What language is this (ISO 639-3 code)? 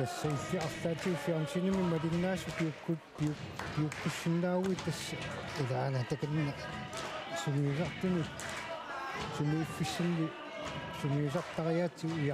kal